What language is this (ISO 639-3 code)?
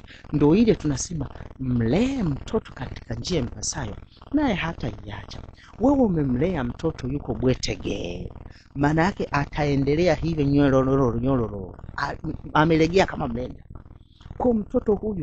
swa